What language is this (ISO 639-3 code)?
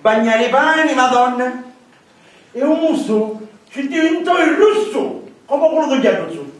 scn